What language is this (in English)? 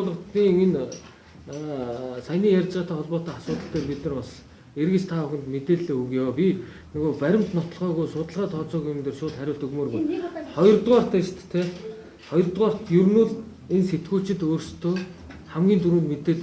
Mongolian